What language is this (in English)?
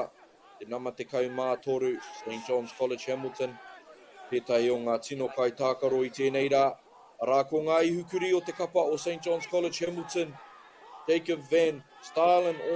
Māori